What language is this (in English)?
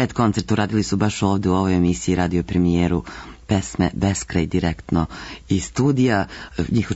Serbian